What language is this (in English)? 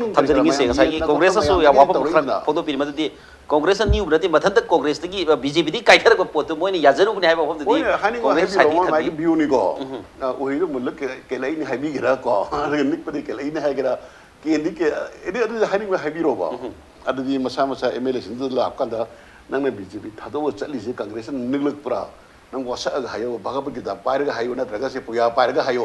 Manipuri